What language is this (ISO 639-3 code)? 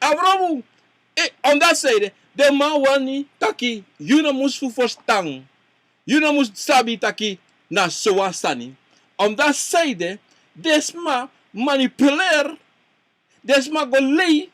srn